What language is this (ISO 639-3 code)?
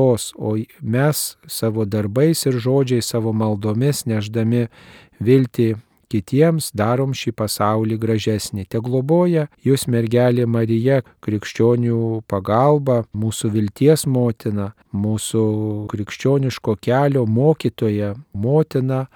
lit